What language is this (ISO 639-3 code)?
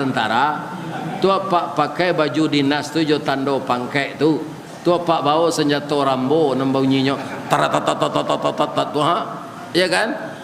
min